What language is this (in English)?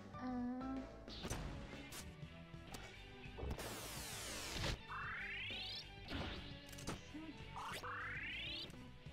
English